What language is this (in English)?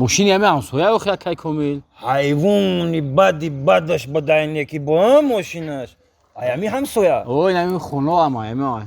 Tajik